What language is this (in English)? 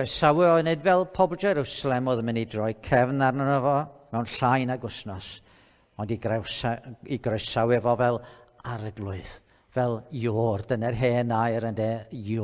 Welsh